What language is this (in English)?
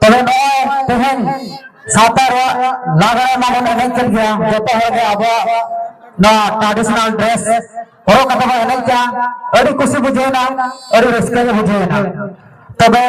Santali